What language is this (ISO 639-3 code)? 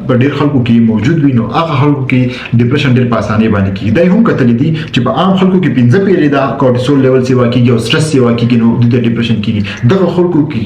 pus